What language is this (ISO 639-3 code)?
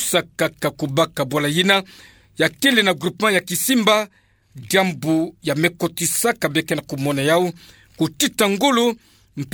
ktu